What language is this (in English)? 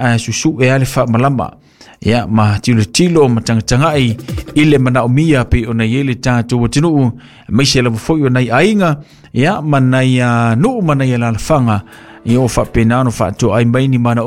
Samoan